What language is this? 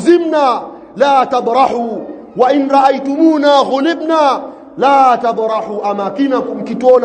Swahili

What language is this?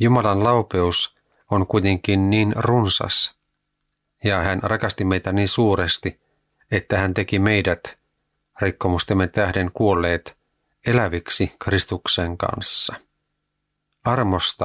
Finnish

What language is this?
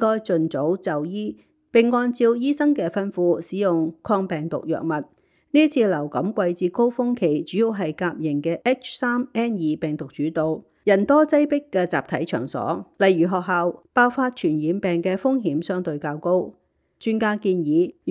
Cantonese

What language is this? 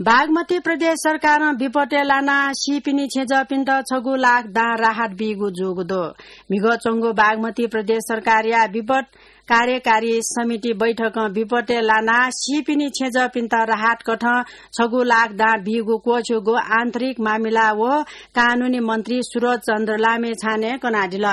Newari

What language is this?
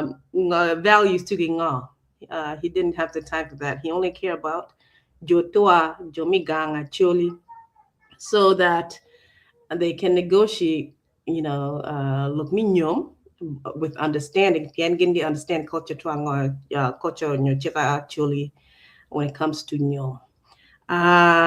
Acoli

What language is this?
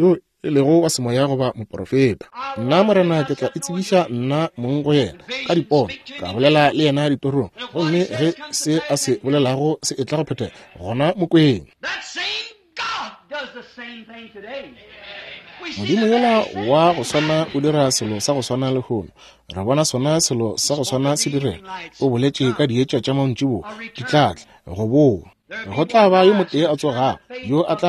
Northern Sotho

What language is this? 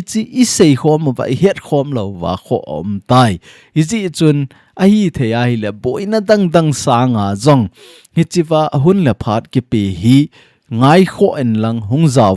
Thado Chin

